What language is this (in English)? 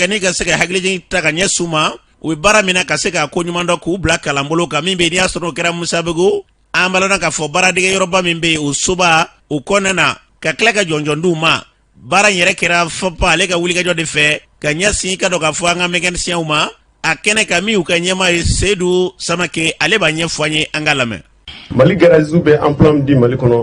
Bambara